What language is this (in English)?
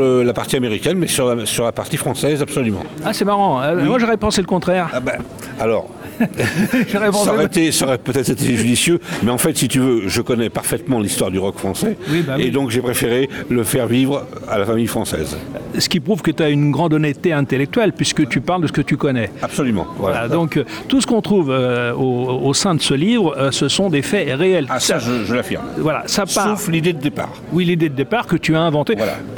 French